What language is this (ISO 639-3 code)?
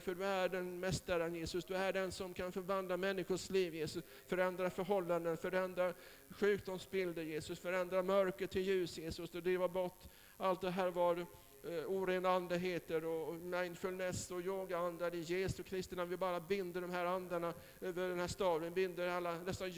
swe